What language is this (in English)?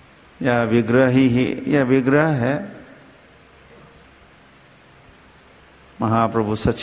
Hindi